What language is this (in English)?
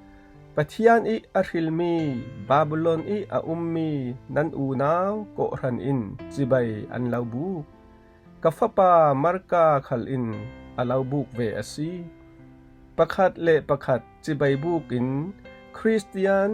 Falam Chin